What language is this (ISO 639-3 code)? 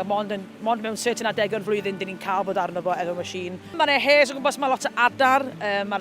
cym